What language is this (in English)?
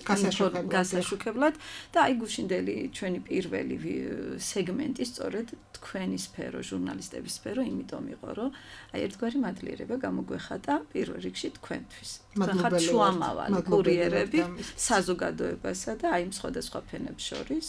Georgian